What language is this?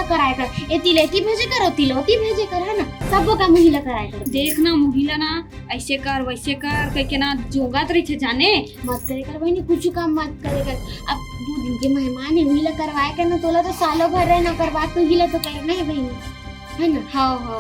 Chhattisgarhi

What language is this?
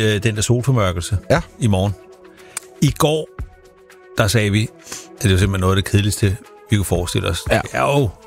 Danish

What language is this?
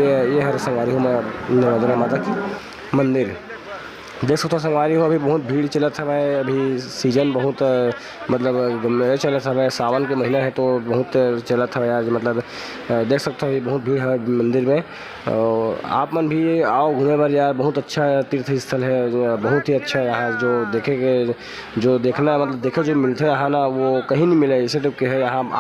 Chhattisgarhi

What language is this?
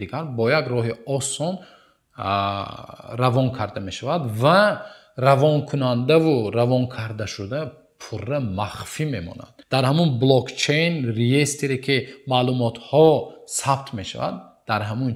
Tajik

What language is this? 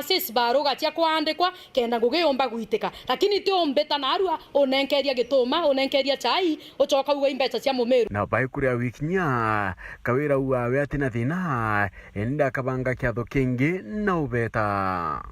Meru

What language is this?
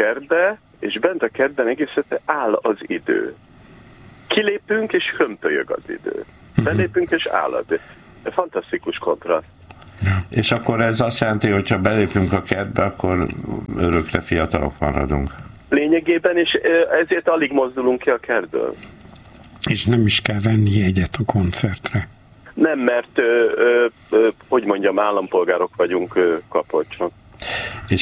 Hungarian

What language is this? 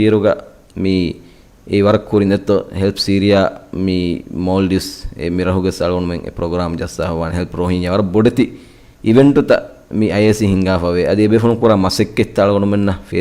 Divehi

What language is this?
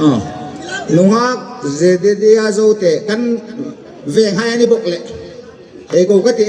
Hmar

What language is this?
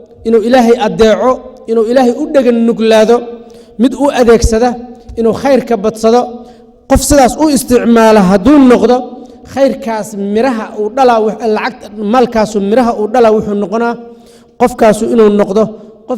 Somali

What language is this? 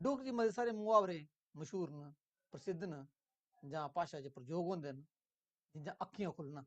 Dogri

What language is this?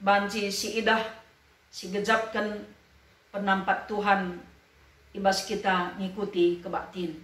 Batak Karo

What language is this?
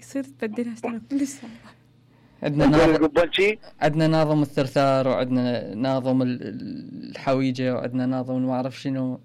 Mesopotamian Arabic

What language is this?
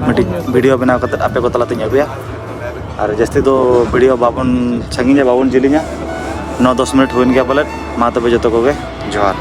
Santali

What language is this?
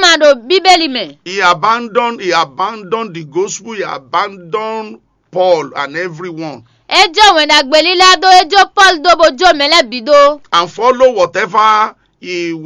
Fon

